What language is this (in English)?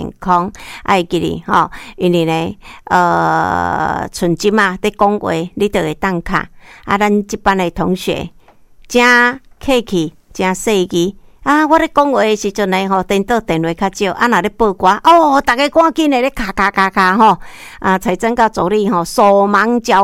Min Nan Chinese